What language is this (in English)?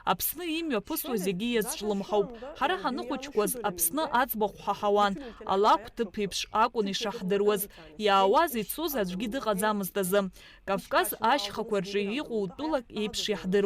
Abkhazian